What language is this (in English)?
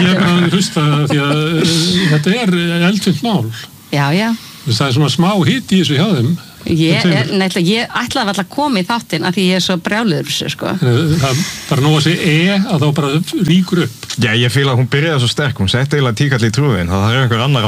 Icelandic